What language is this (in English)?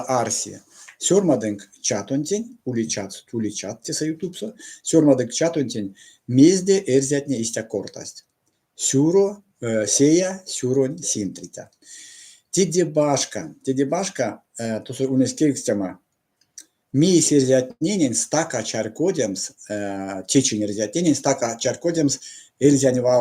Erzya